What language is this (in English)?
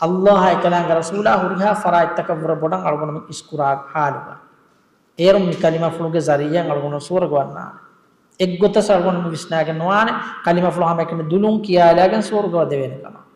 Divehi